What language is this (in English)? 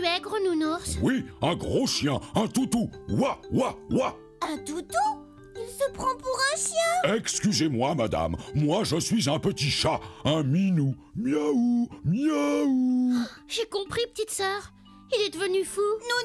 French